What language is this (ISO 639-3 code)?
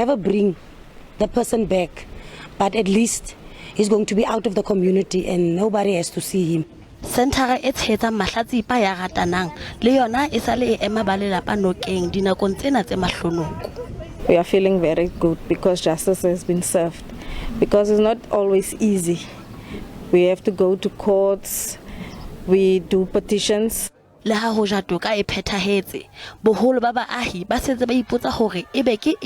sot